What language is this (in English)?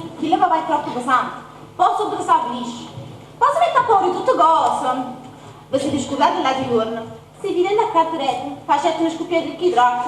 Neapolitan